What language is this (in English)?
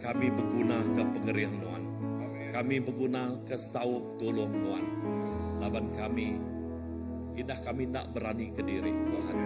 Iban